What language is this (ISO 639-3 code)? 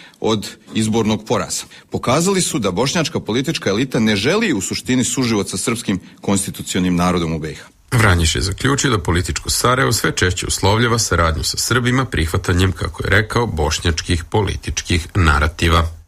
srp